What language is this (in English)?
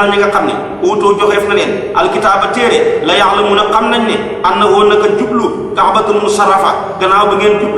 Wolof